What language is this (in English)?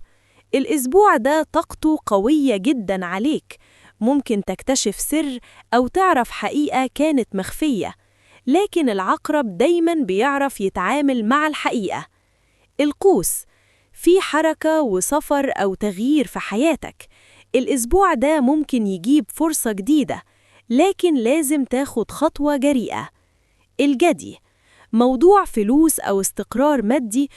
Egyptian Arabic